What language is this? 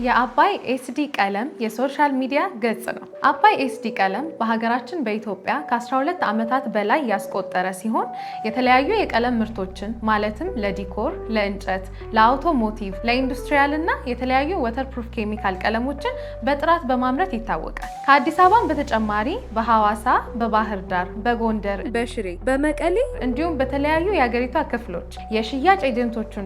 Amharic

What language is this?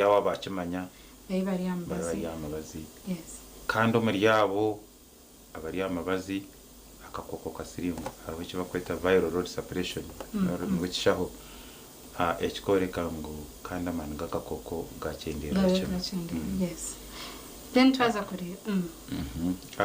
Nyankole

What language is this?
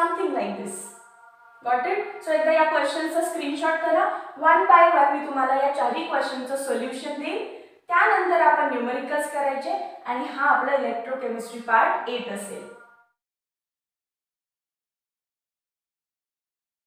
Marathi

